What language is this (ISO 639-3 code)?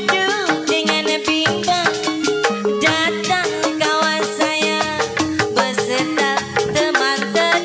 bew